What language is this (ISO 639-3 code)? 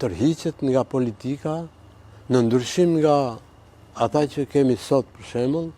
sqi